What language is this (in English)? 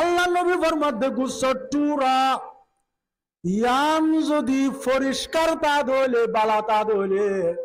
Rohingya